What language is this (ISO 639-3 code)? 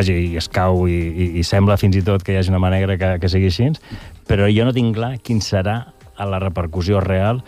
cat